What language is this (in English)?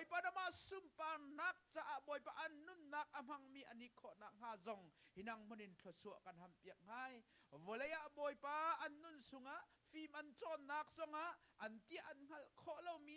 Hakha Chin